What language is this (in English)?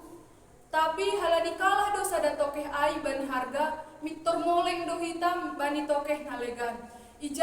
Batak Simalungun